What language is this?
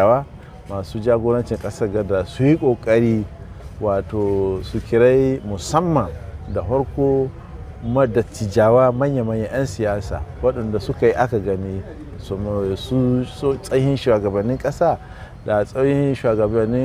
Hausa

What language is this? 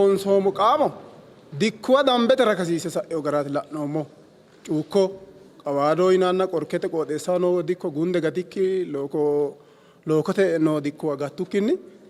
Sidamo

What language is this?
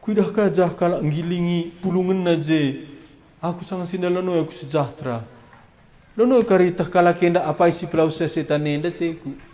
Batak Karo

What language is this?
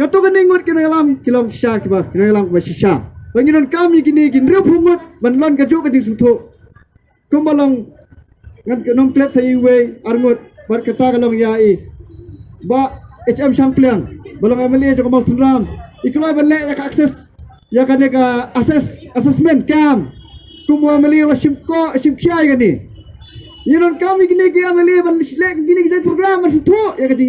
Khasi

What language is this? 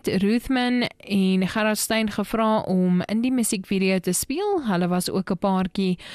Afrikaans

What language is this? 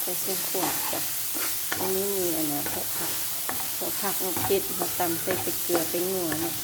Lao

